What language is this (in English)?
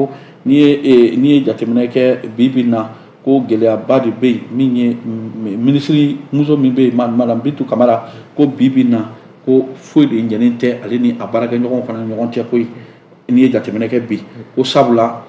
Bambara